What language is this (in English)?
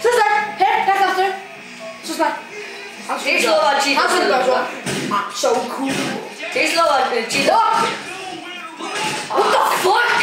Faroese